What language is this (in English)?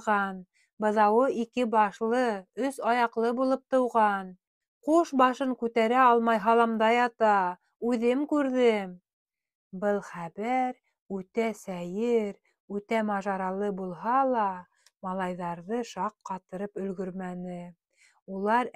Bashkir